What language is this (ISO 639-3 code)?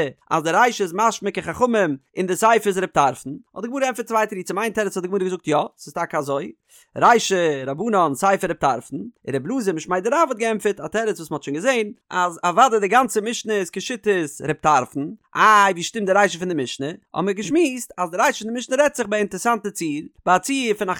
yid